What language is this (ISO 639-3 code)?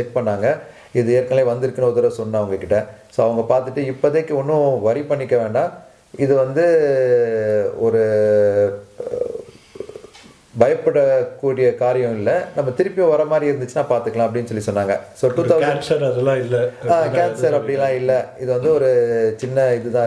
tam